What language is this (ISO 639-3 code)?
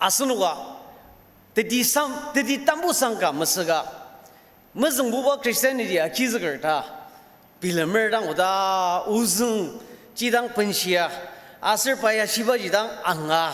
njo